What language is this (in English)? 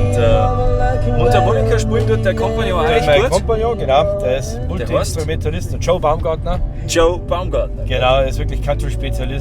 Bavarian